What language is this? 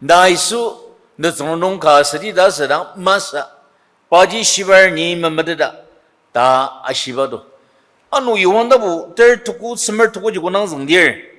Ao Naga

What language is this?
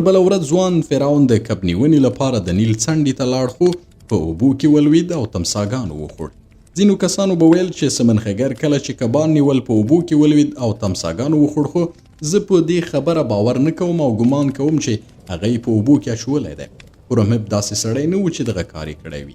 Pashto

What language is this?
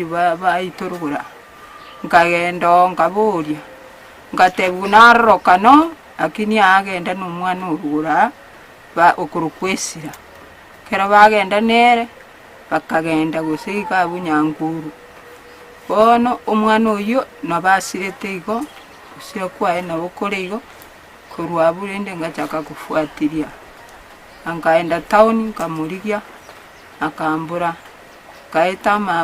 Gusii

